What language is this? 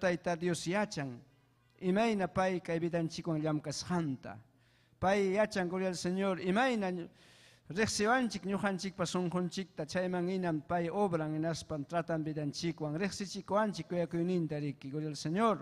Ayacucho Quechua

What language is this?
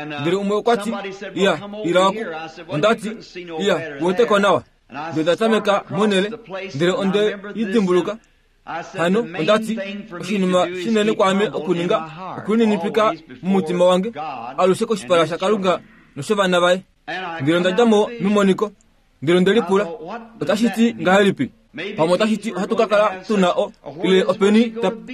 Kuanyama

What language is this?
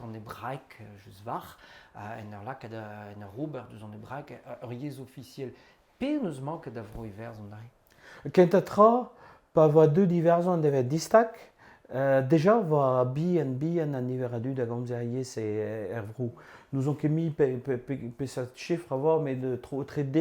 Breton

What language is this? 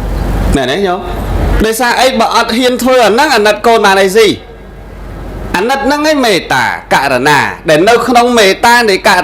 Khmer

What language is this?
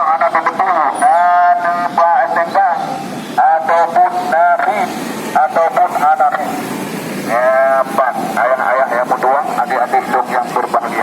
Achinese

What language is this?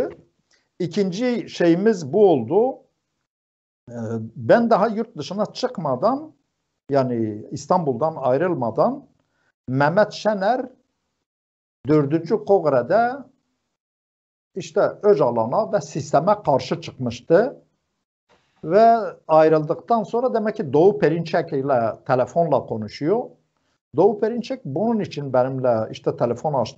Turkish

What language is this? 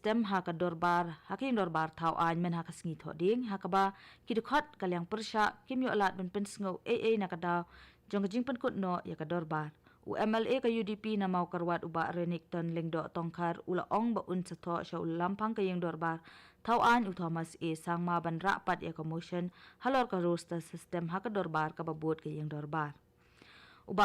Khasi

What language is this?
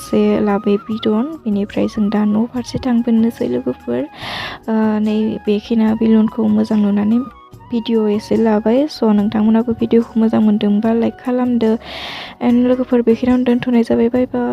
Bodo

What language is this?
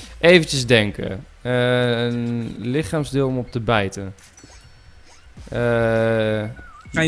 Dutch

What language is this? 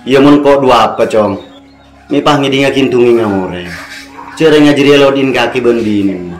Madurese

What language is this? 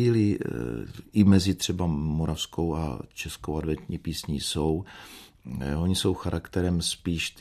Czech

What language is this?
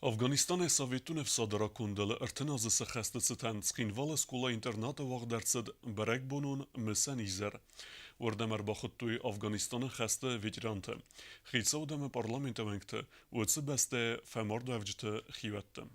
Ossetic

